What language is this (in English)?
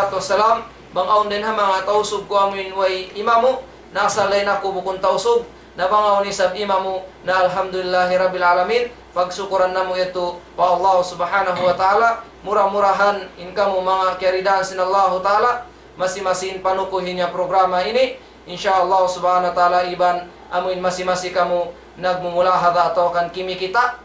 Tausug